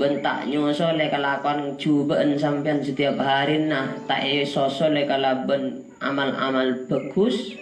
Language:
Madurese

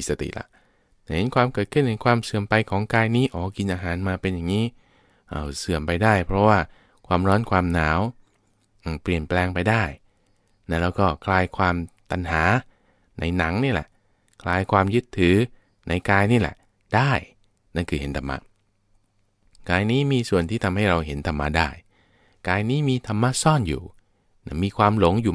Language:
Thai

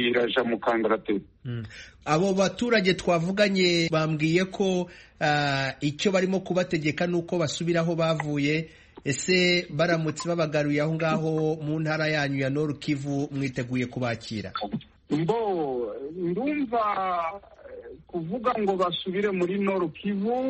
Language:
Kinyarwanda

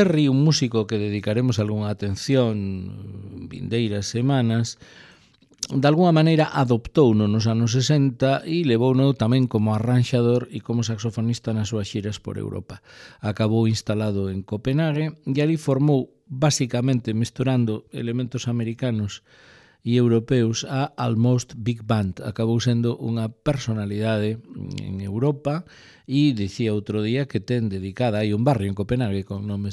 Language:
Galician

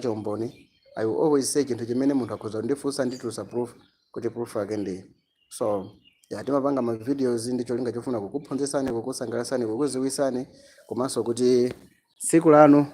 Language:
Nyanja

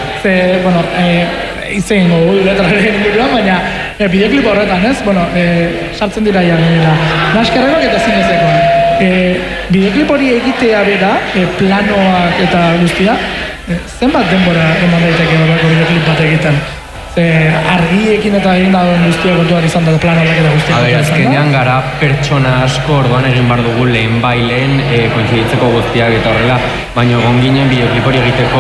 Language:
Basque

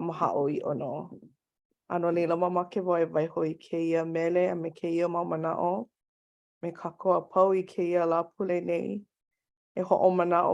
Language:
Hawaiian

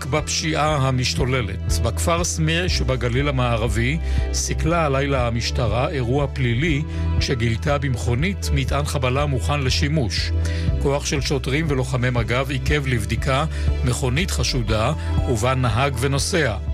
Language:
Hebrew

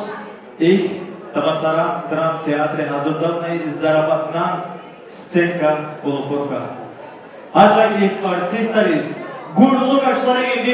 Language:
Tabassaran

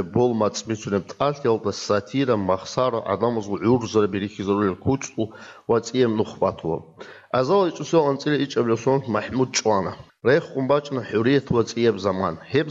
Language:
Avaric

